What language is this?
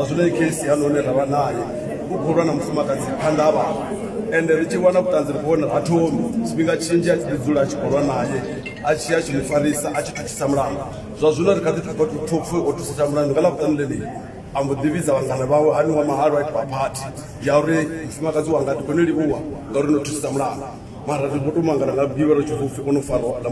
Venda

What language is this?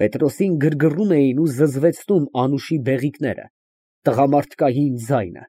Armenian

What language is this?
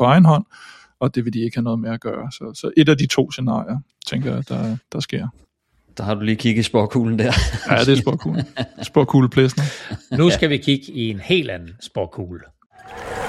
Danish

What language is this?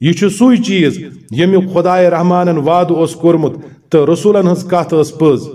Kashmiri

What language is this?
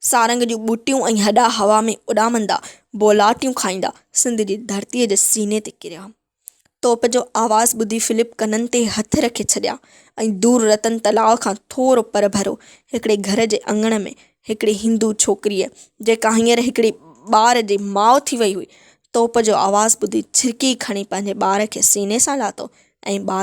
Sindhi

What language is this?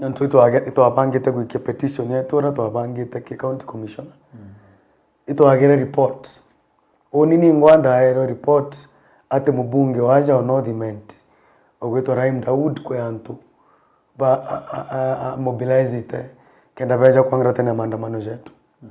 Meru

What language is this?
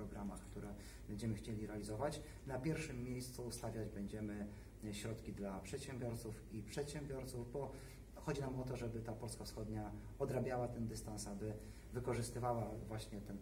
Polish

